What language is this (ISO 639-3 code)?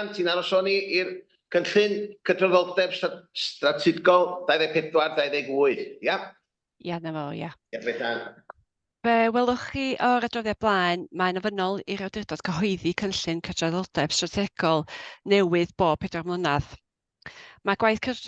cym